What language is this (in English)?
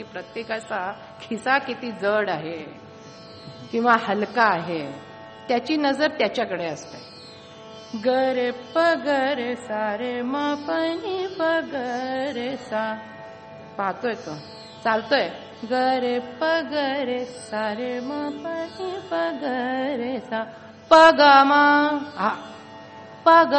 Marathi